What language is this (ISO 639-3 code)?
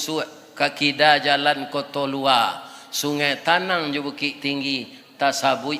min